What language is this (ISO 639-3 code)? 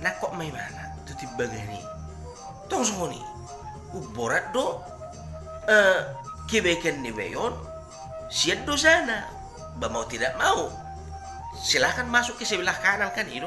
bbc